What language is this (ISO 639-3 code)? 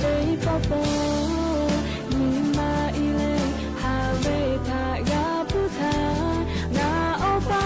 lhu